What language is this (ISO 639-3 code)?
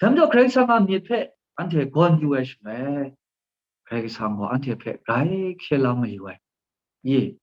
kac